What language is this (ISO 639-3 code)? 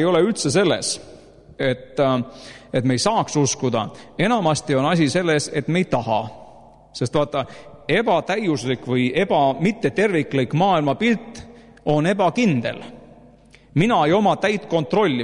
est